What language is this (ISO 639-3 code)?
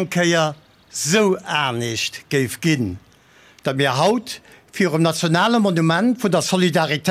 ltz